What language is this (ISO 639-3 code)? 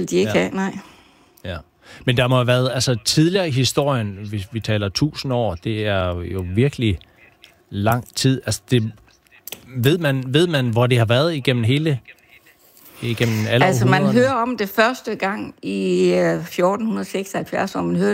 dan